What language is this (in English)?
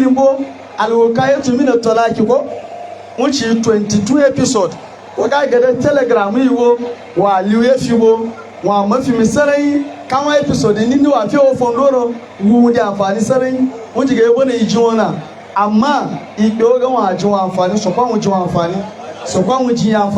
Hausa